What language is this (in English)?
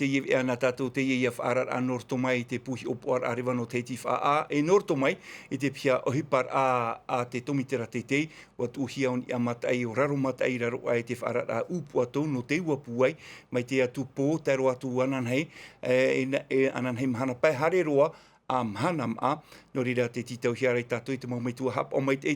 Tahitian